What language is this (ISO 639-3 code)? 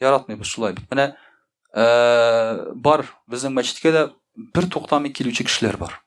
tat